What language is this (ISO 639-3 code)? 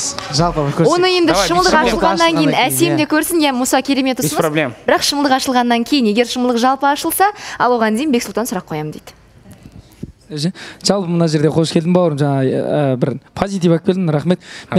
kaz